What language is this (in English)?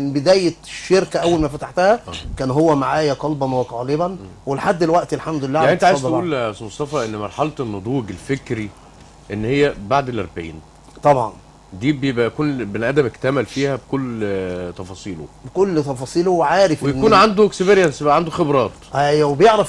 Egyptian Arabic